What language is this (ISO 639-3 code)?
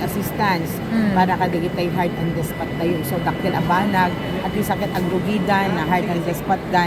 ilo